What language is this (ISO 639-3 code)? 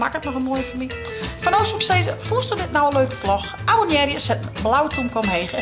fry